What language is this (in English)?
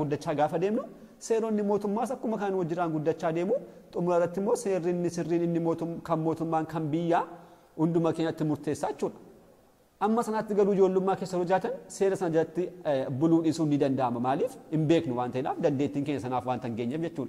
Oromo